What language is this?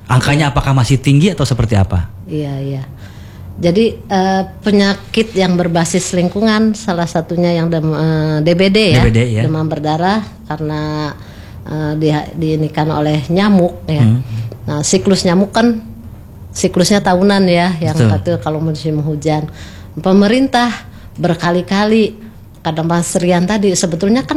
Indonesian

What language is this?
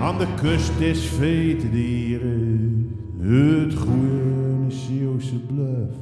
Zeelandic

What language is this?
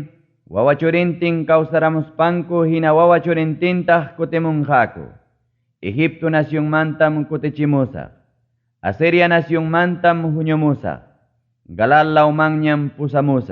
Ayacucho Quechua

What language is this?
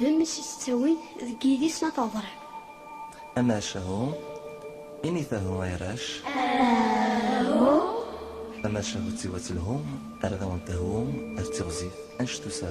Kabyle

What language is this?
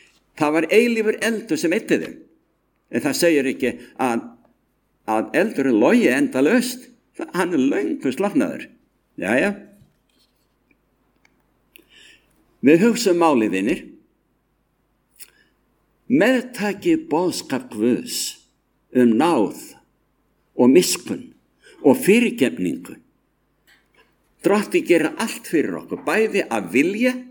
Icelandic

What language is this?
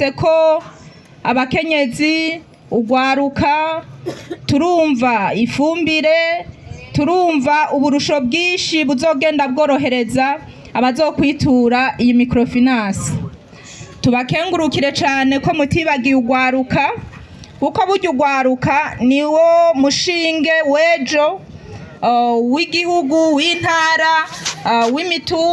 Rundi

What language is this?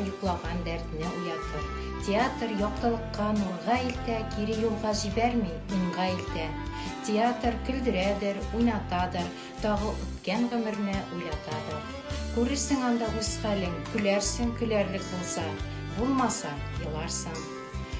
Tatar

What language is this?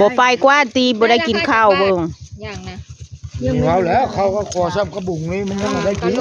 Northeastern Thai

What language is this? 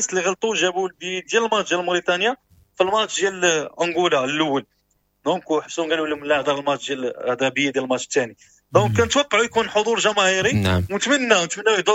Moroccan Arabic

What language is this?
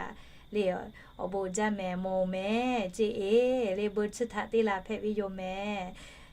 Lahu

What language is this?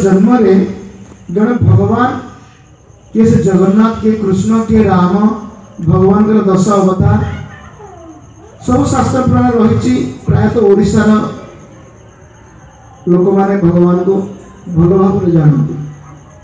Odia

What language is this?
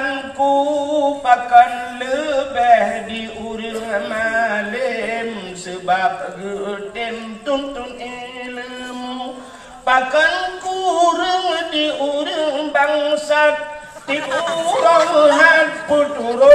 Achinese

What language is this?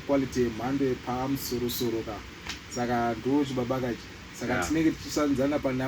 Shona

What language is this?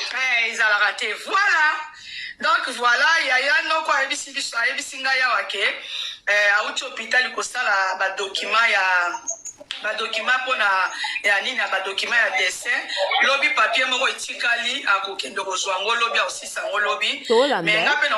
Lingala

